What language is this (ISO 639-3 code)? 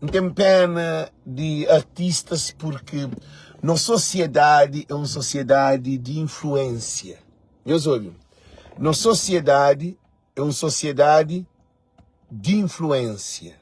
kea